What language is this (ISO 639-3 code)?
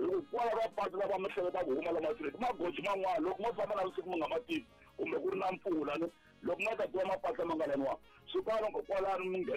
tso